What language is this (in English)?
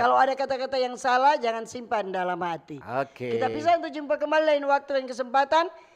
Manado Malay